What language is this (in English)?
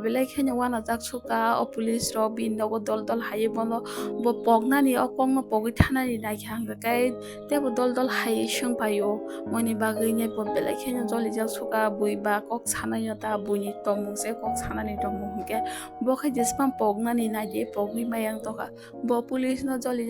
Kok Borok